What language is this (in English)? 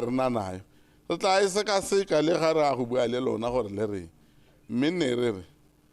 Tswana